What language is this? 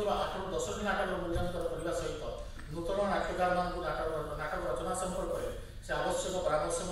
Odia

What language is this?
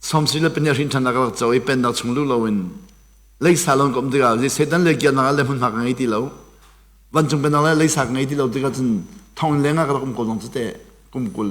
Hakha Chin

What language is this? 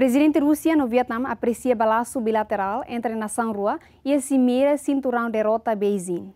Tetum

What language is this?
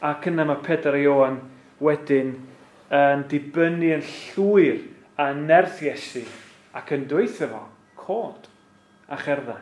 Welsh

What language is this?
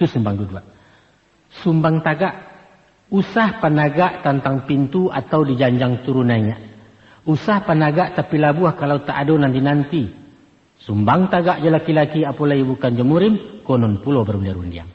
Minangkabau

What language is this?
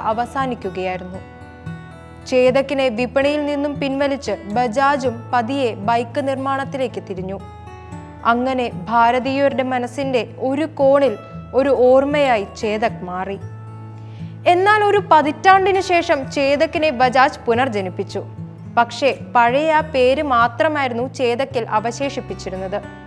Malayalam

